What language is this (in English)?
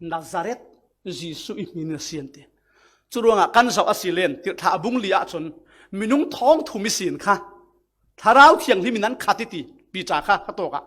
Falam Chin